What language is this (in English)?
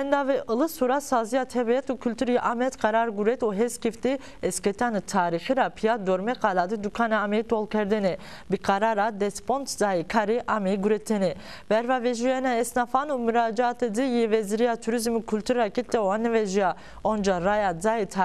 Zaza